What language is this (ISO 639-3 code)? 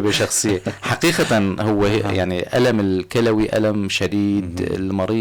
apc